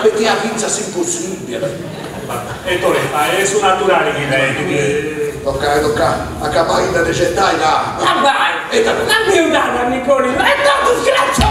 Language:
Sardinian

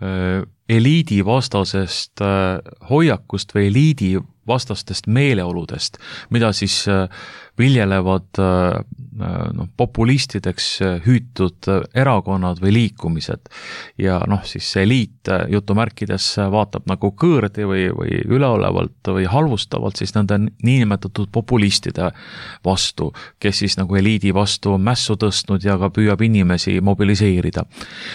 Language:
Estonian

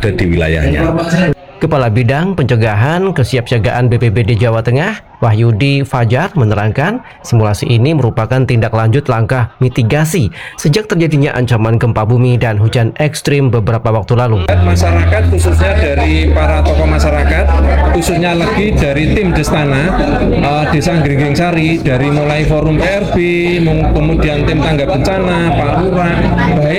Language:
Indonesian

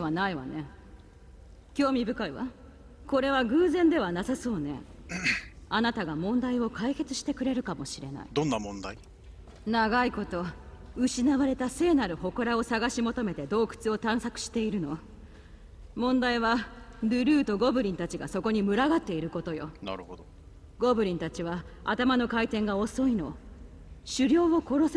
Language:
Japanese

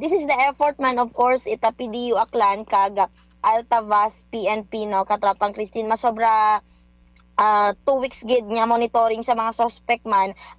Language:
Hiligaynon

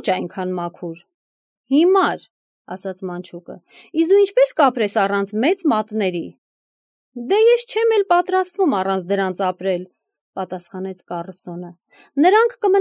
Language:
Armenian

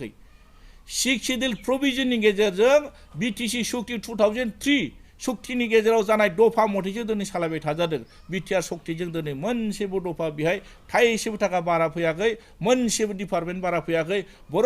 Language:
Bodo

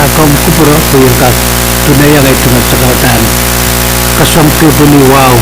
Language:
Pohnpeian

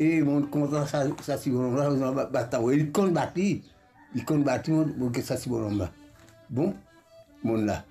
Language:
Morisyen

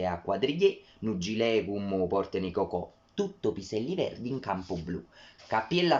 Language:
Neapolitan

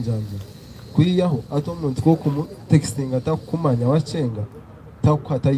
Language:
Nyankole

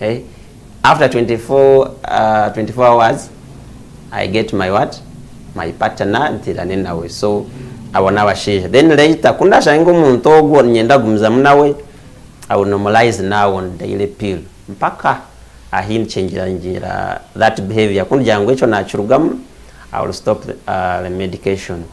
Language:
Nyankole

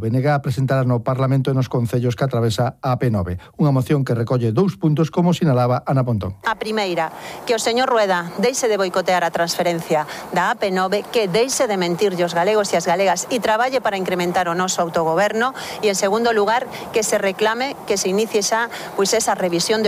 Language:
Galician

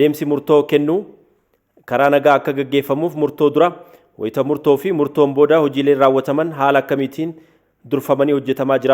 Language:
Oromo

